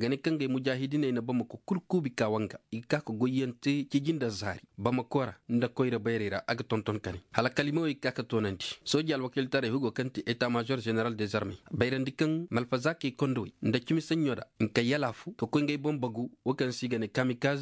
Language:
Koyraboro Senni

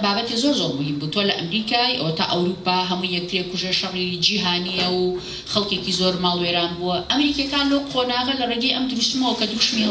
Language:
Central Kurdish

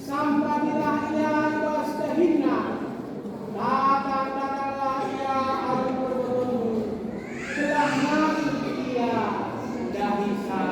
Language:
Batak Karo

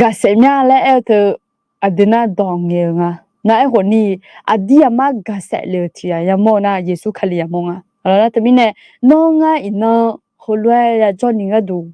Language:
Akha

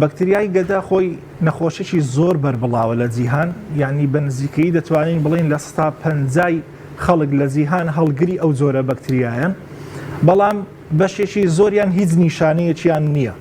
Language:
Central Kurdish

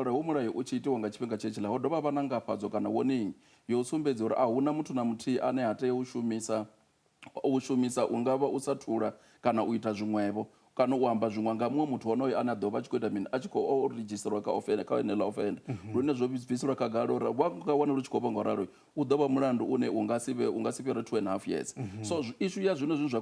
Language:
Venda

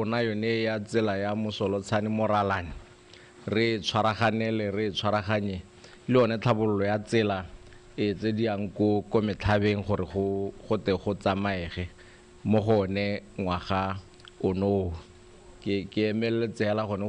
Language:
Tswana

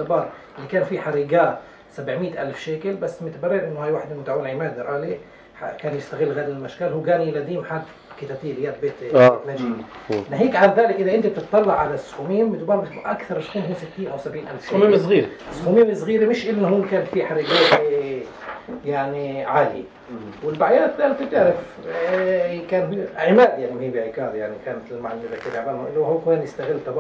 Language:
North Levantine Arabic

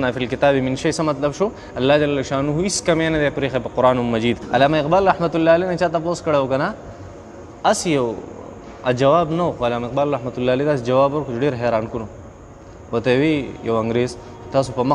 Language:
Pashto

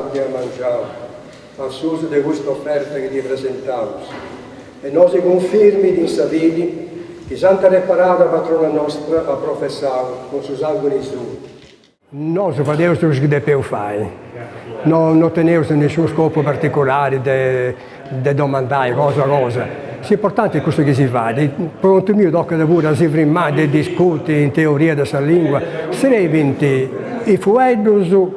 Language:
Sardinian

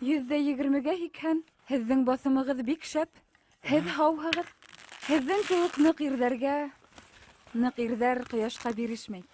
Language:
Bashkir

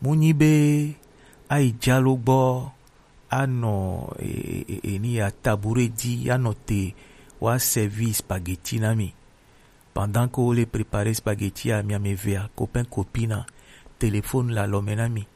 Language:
Gen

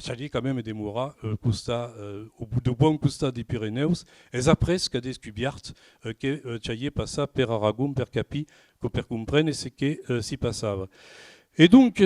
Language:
Occitan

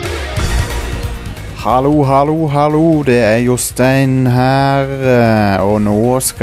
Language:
Norwegian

